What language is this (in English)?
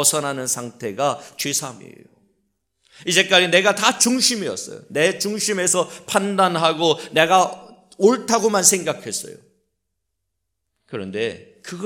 Korean